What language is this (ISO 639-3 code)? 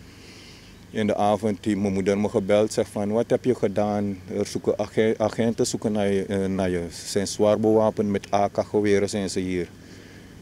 nld